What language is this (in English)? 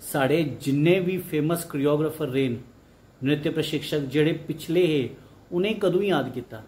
Dogri